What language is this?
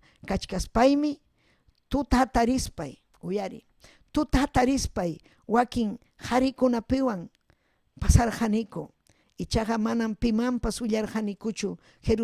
Ayacucho Quechua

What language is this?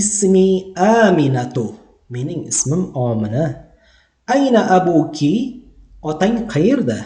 Uzbek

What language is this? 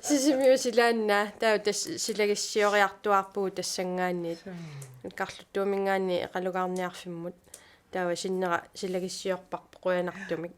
Kalaallisut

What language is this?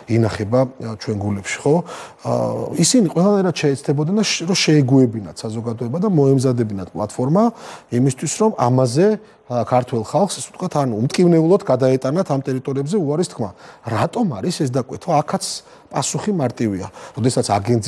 Georgian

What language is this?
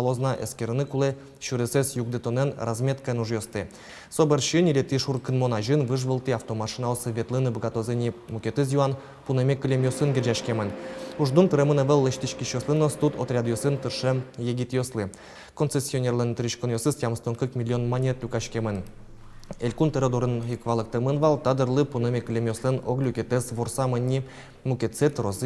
Udmurt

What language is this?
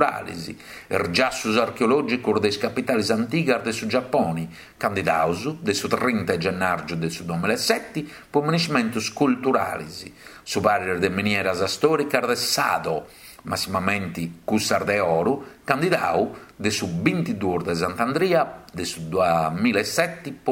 Sardinian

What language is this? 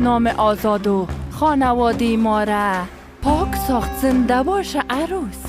Persian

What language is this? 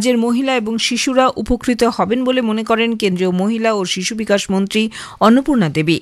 Bangla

